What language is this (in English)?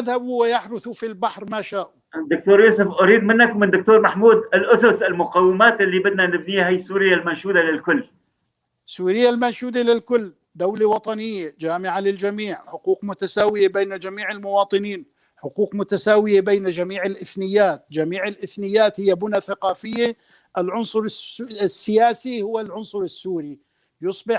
North Levantine Arabic